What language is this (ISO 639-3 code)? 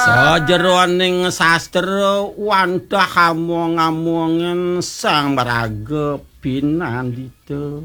ban